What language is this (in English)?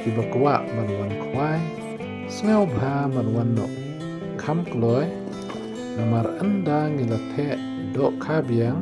Khasi